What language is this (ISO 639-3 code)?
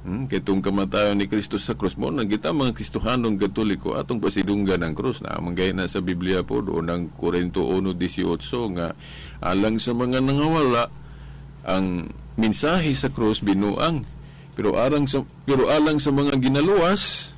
ceb